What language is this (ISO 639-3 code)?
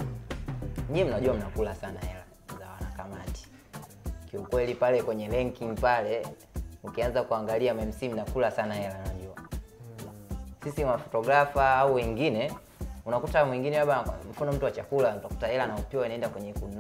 swa